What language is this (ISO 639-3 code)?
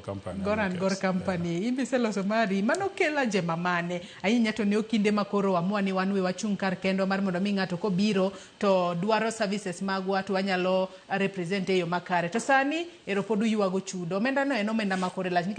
luo